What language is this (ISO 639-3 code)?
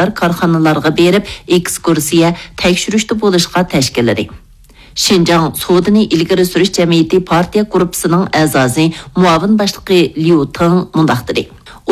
uig